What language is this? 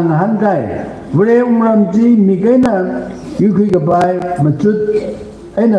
Tangkhul Naga (India)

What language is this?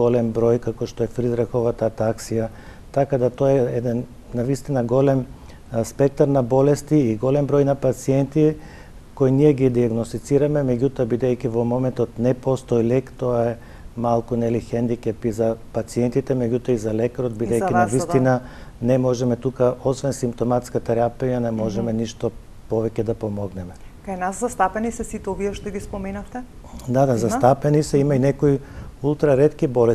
Macedonian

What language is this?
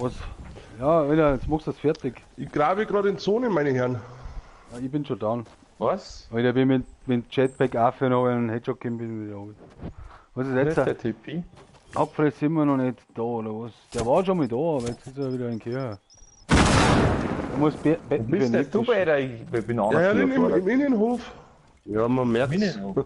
Bavarian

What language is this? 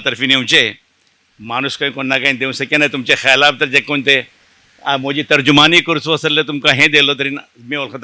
Konkani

